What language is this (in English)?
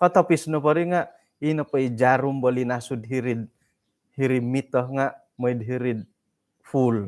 Central Dusun